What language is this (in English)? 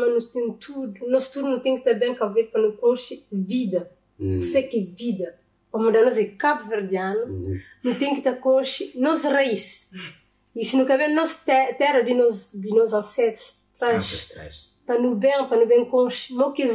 Kabuverdianu